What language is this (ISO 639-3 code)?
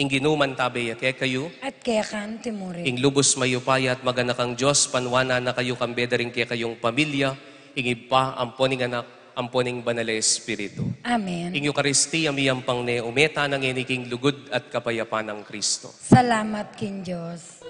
pam